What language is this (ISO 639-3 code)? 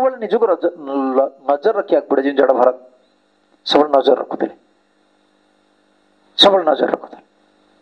ori